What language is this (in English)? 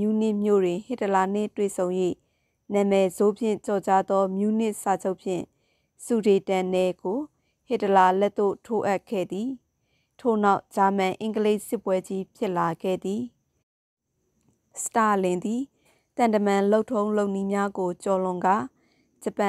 Burmese